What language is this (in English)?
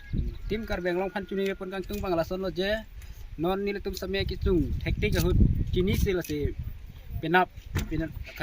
Karbi